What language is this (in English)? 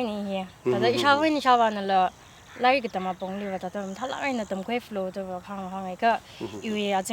Tangkhul Naga (India)